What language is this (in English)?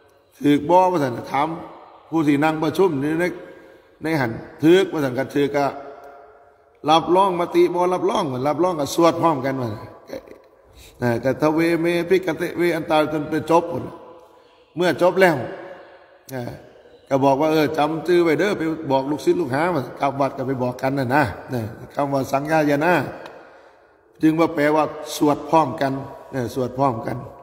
Northeastern Thai